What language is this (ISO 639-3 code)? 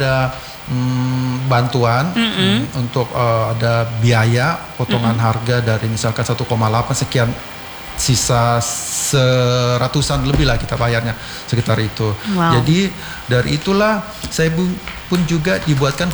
ind